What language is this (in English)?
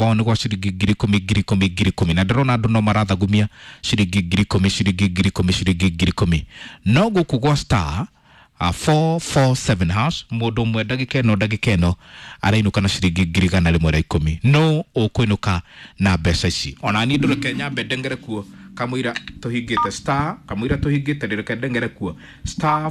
Kikuyu